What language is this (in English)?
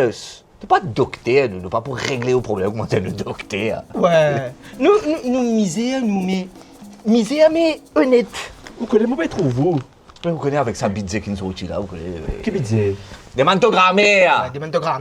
Morisyen